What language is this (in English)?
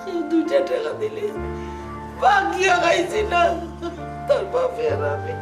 Sylheti